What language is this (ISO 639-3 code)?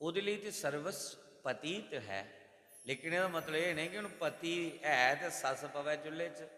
doi